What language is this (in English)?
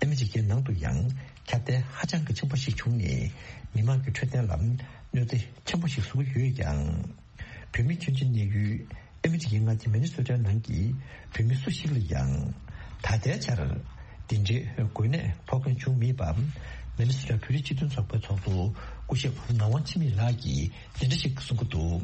Tibetan